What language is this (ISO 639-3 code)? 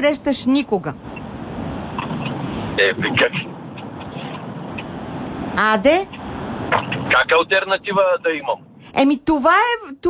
bul